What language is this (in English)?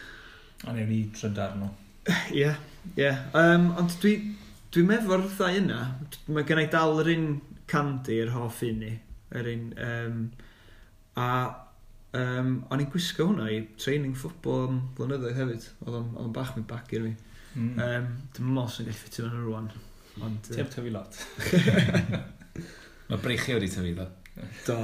Welsh